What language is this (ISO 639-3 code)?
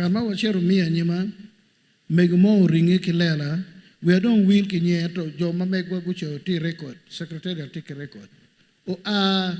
ach